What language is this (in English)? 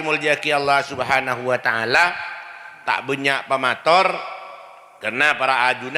Madurese